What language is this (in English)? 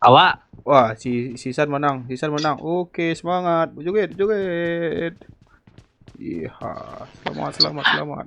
Minangkabau